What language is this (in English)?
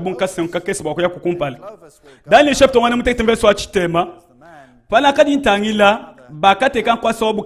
Luba-Lulua